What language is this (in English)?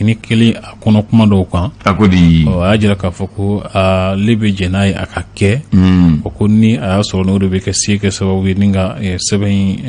Bambara